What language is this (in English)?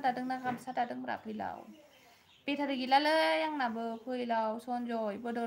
Bodo